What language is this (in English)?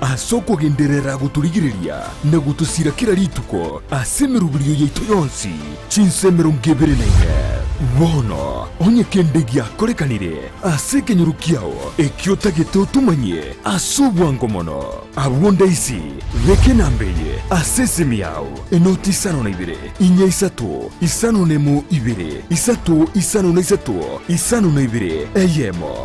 Gusii